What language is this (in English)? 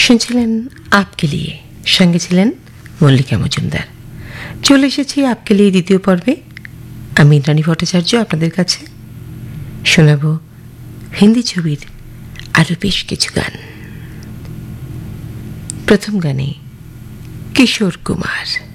Bangla